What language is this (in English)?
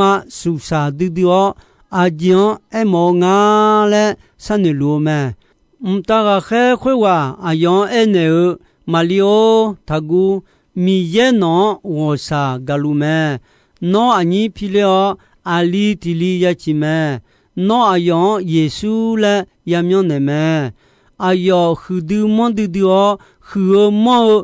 Akha